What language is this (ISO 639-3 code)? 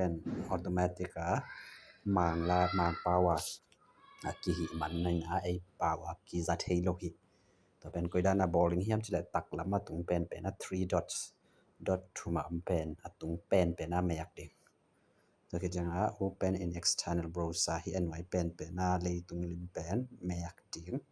ctd